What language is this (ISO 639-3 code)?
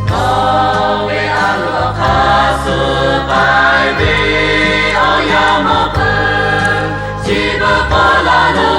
lhu